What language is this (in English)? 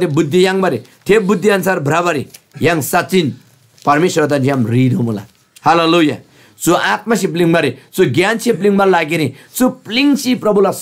Eastern Tamang